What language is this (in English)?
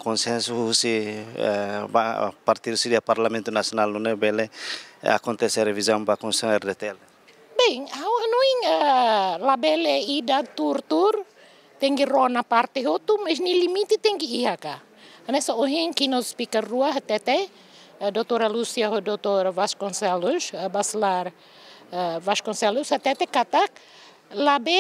Tetum